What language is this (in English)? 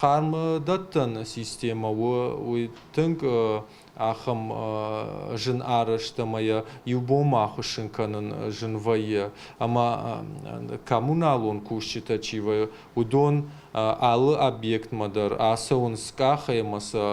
Ossetic